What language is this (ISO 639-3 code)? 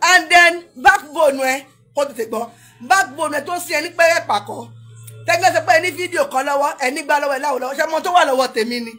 yor